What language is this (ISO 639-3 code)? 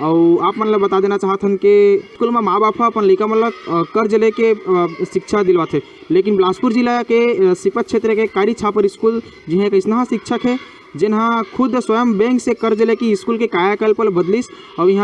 hne